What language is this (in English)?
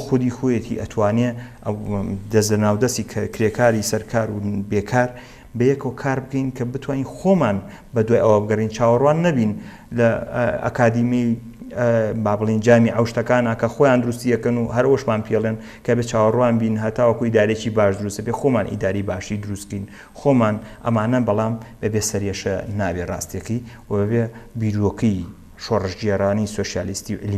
Central Kurdish